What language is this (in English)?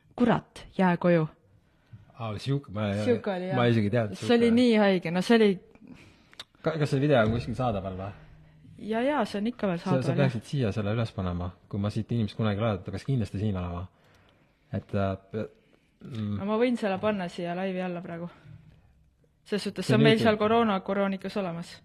Estonian